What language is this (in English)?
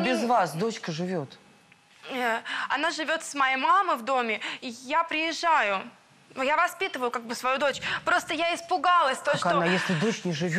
Russian